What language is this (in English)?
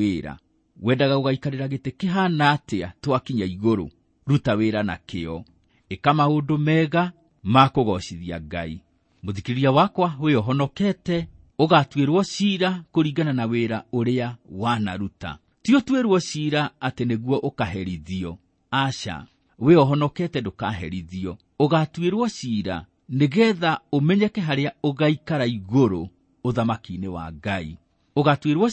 Kikuyu